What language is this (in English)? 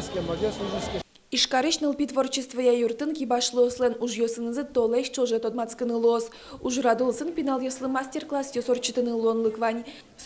Udmurt